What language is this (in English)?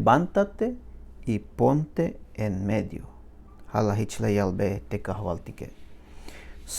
Tzeltal